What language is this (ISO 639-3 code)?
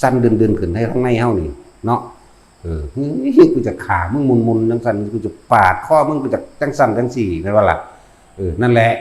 tts